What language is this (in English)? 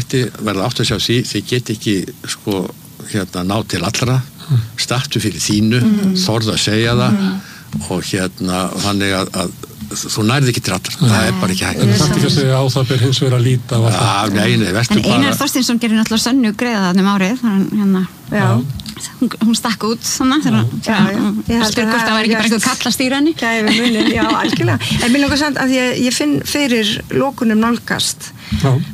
Icelandic